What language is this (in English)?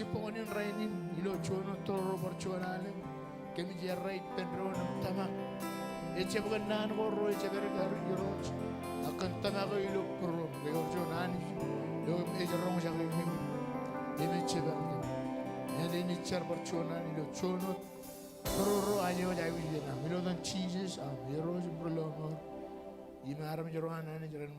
Marshallese